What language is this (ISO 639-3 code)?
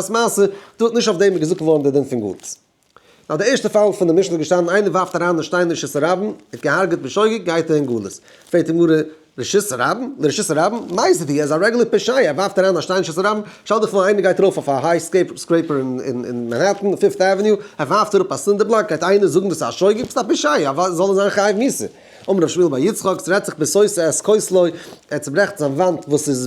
yid